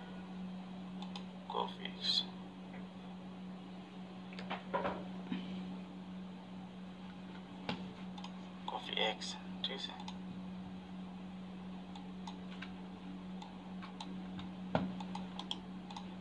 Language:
Bangla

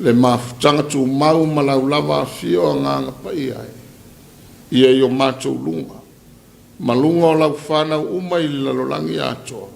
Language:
Samoan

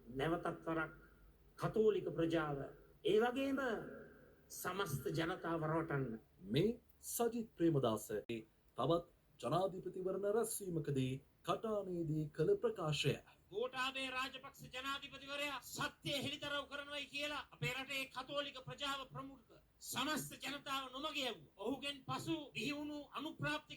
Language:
Sinhala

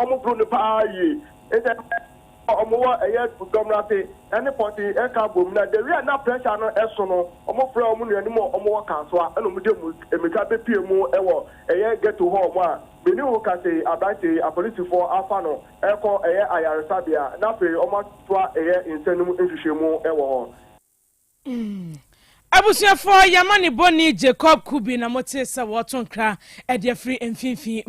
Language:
Akan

